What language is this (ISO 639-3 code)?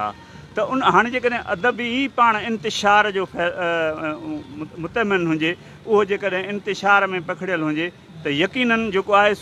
snd